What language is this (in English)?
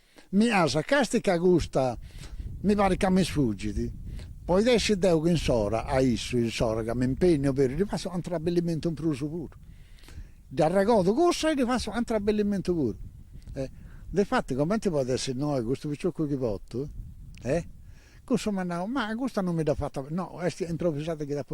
Sardinian